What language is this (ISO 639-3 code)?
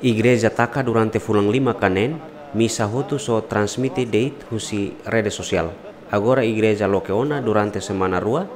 tet